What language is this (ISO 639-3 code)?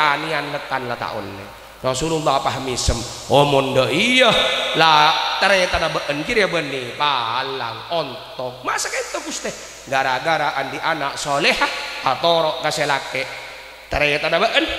mad